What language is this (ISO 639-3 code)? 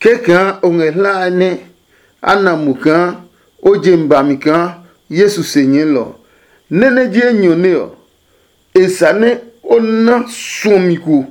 ada